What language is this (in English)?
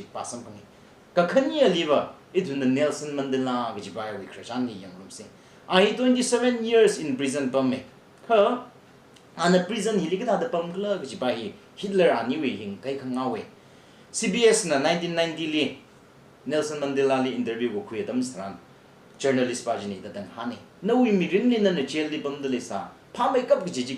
Tangkhul Naga (India)